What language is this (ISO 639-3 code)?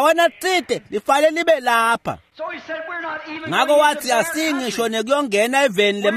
ssw